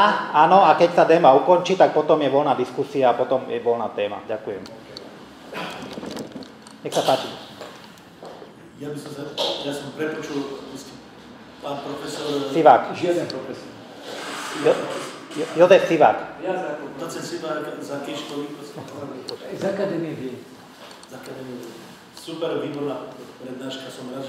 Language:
Slovak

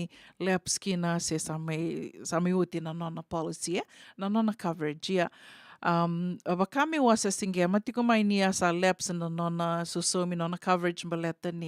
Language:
Fijian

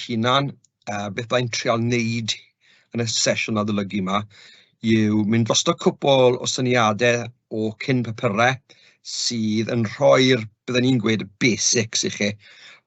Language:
Welsh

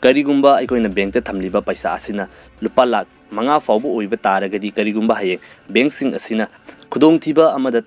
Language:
Manipuri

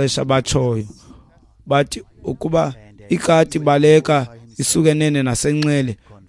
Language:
Xhosa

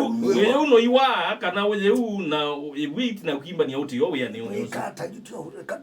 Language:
Kamba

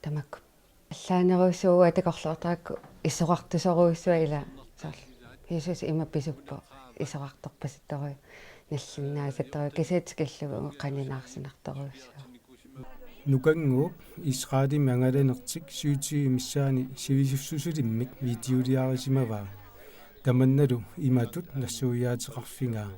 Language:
Kalaallisut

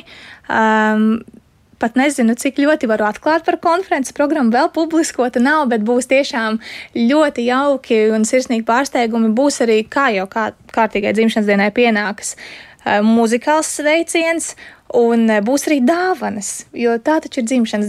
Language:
Latvian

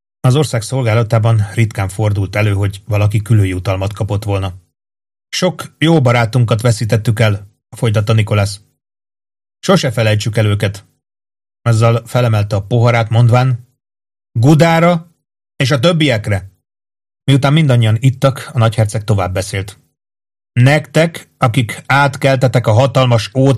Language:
Hungarian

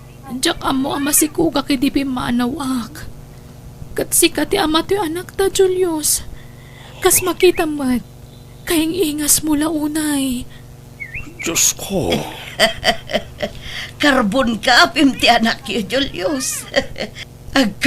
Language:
Iloko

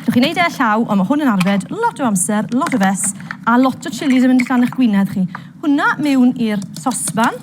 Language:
Welsh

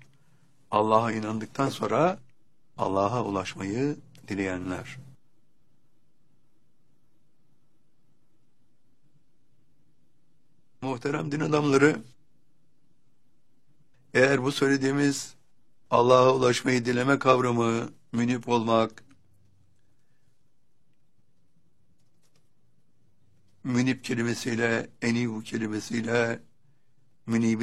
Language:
Turkish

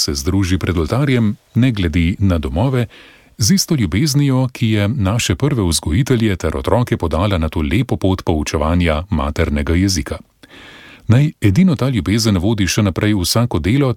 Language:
Slovenian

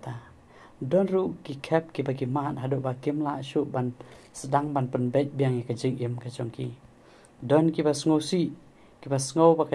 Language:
Khasi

